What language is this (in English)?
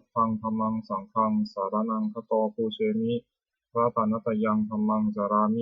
Pali